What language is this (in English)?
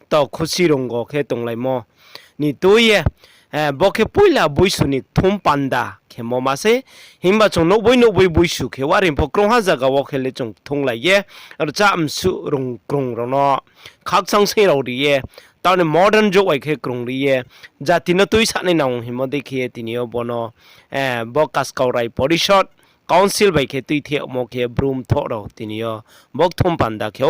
Riang (India)